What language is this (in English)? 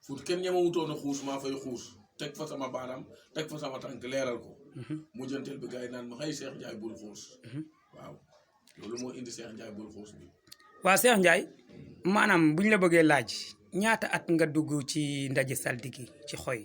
Wolof